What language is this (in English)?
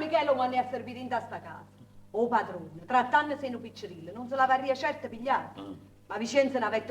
Neapolitan